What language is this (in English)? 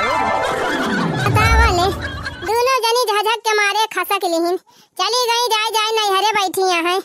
Awadhi